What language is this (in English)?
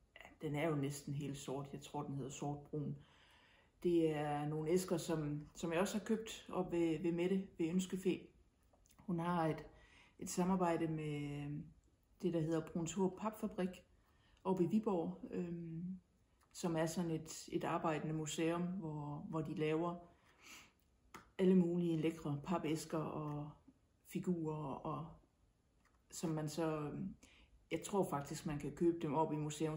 Danish